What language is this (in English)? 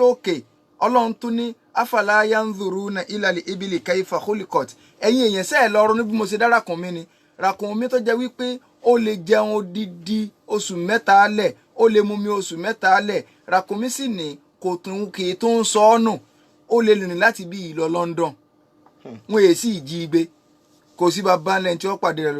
Yoruba